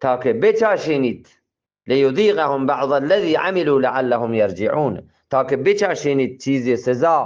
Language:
Eastern Balochi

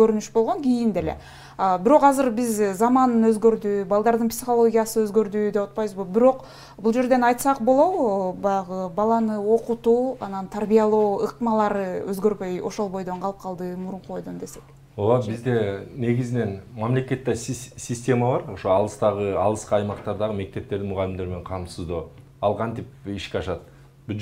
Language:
Kyrgyz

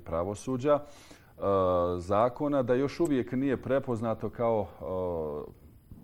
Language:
Bosnian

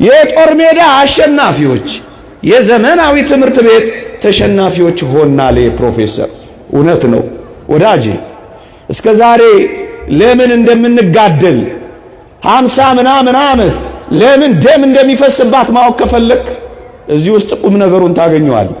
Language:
Amharic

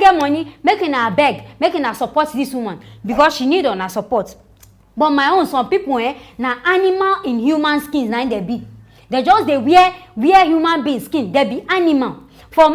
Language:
Nigerian Pidgin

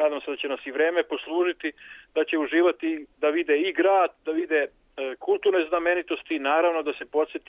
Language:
Serbian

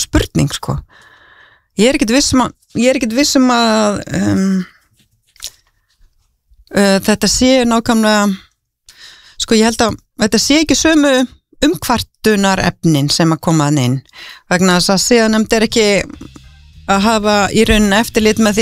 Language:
Icelandic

